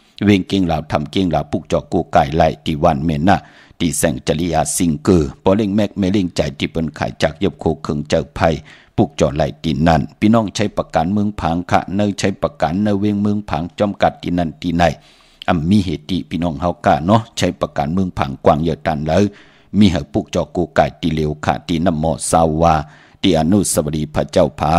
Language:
Shan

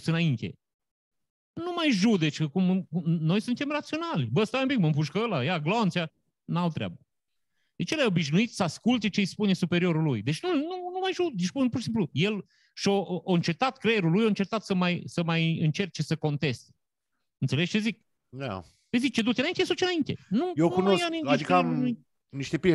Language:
Romanian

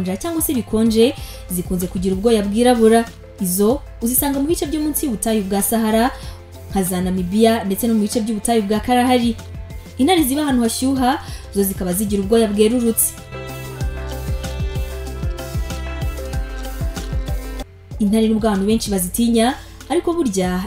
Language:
Kinyarwanda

